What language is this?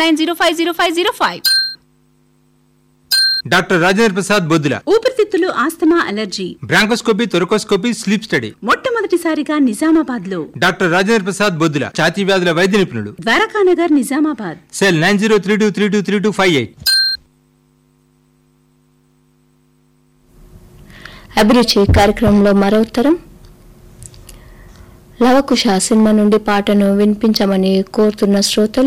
Telugu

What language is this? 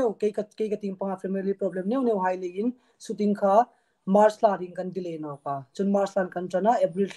Hmar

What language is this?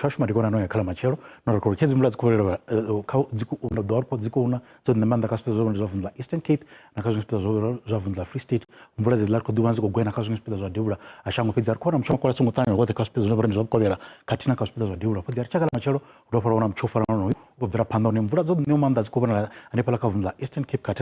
Venda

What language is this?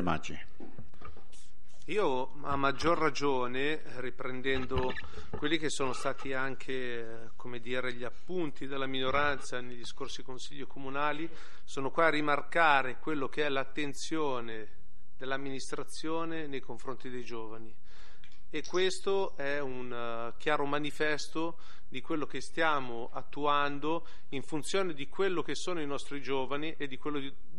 Italian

